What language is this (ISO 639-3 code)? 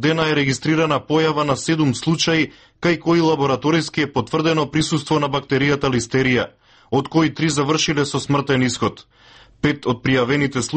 mkd